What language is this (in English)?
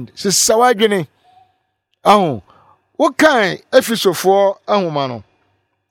Akan